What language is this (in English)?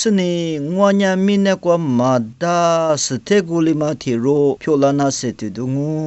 Lisu